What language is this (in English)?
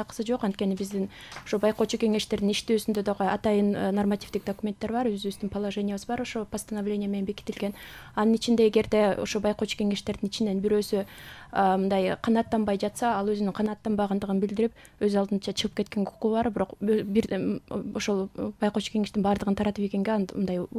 Kyrgyz